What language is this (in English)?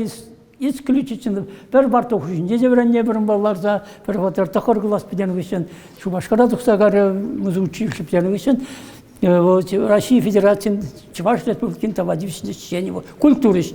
Chuvash